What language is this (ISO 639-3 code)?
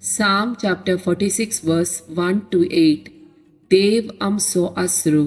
kok